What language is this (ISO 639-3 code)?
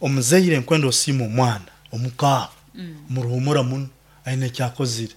nyo